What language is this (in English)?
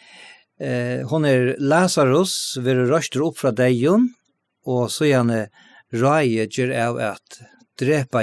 Faroese